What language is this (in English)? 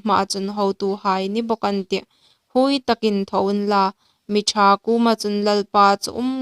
Hmar